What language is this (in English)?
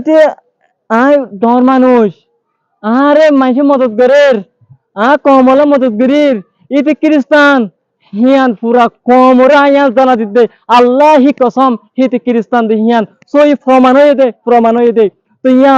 Rohingya